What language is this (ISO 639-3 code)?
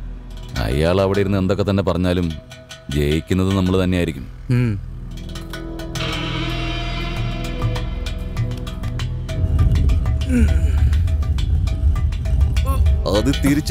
mal